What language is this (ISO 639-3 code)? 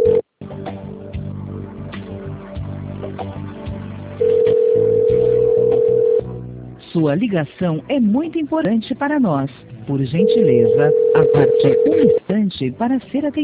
por